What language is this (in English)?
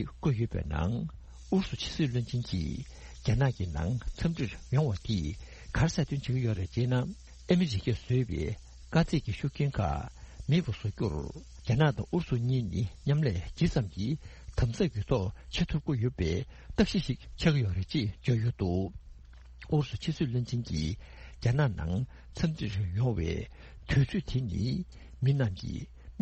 Tibetan